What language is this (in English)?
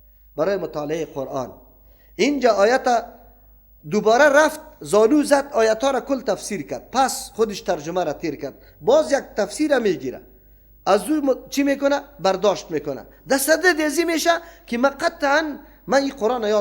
Persian